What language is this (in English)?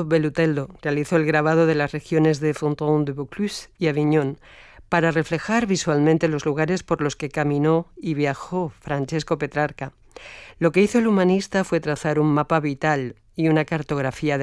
Spanish